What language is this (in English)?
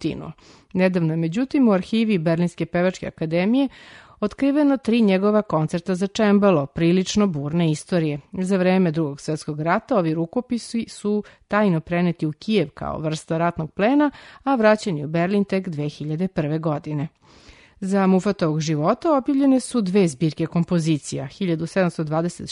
Serbian